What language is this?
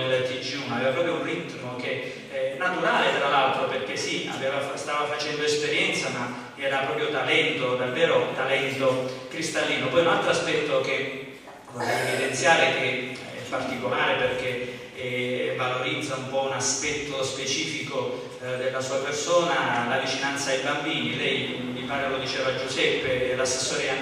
Italian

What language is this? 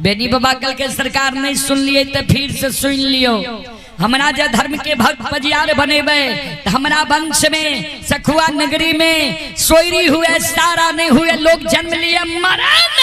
Maithili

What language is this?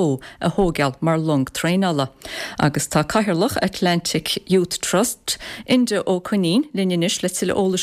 Irish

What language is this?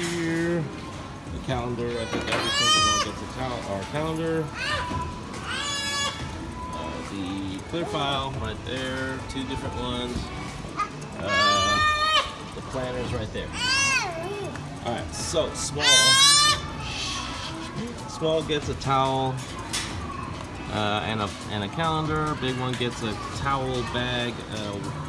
English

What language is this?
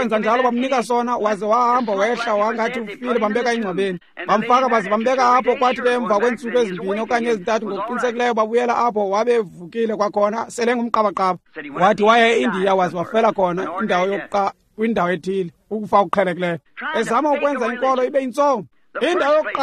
Xhosa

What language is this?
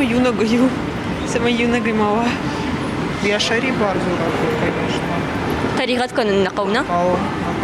Ossetic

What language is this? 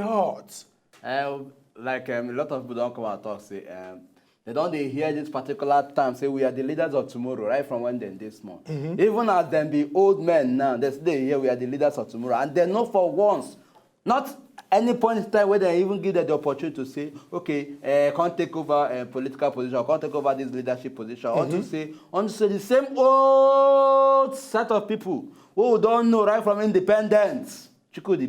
Nigerian Pidgin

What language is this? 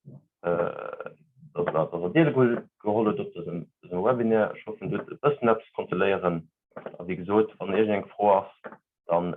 Luxembourgish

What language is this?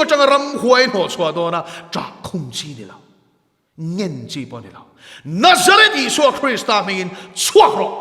Mizo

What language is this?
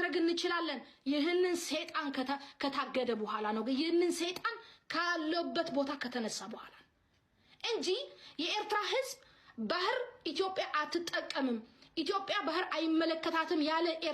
Amharic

